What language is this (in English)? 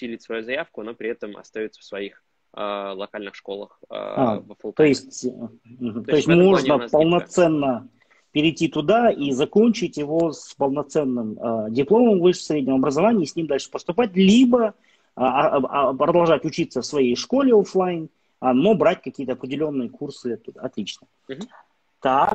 Russian